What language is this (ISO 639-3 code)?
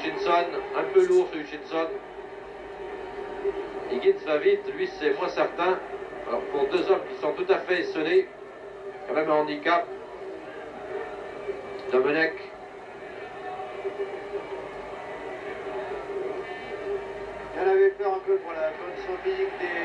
fra